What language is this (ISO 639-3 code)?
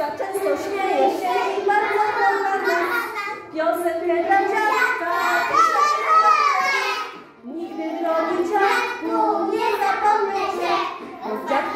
pol